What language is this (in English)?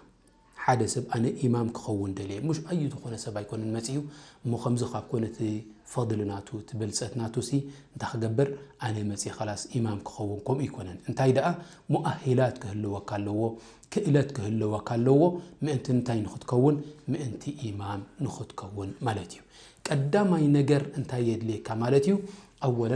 Tigrinya